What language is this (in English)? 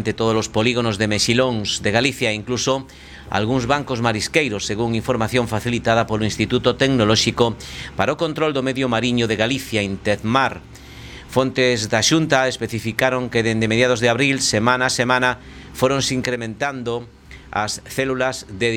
Galician